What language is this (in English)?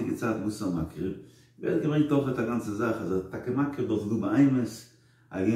Yiddish